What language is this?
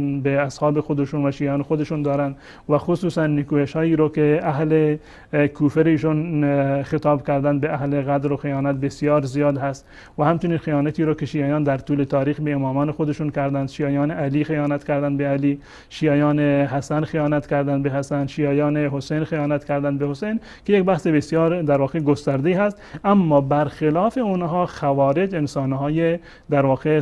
Persian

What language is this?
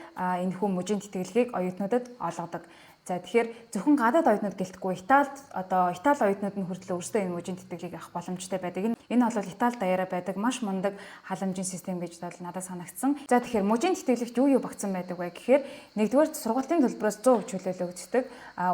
Mongolian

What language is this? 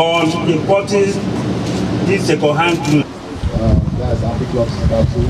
Nigerian Pidgin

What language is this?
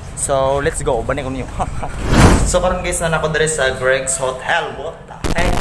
Cebuano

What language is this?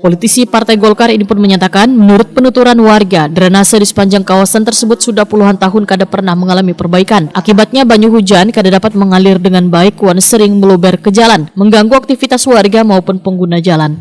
Banjar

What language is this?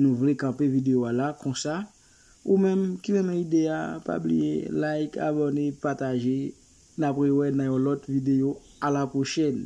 Haitian Creole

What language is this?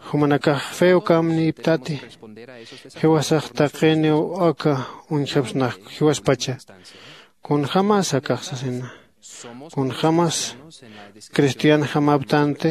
Aymara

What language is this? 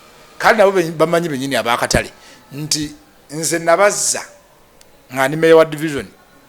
Ganda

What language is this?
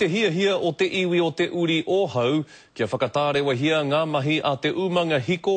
Māori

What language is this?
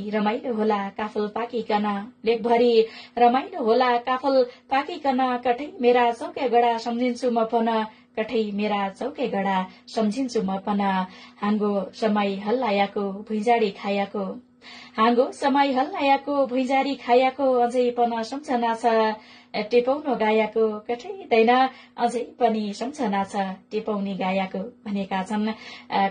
Nepali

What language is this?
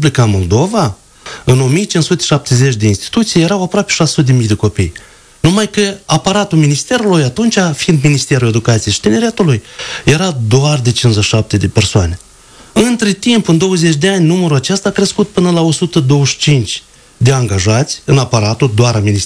Romanian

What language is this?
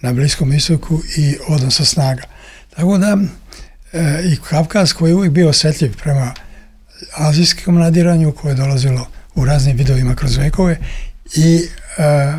Serbian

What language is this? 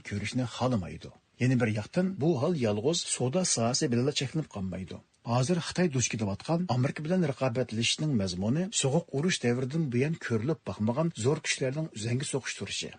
Uyghur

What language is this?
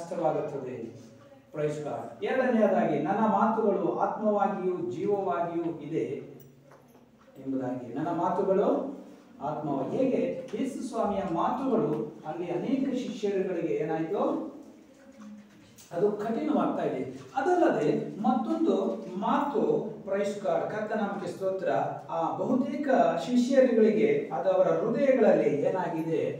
Kannada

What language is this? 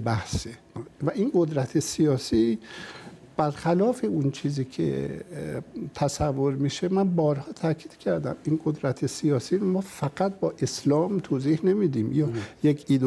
Persian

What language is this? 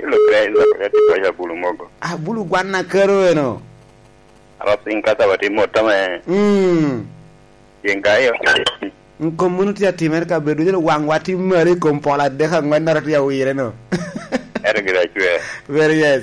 Lango (Uganda)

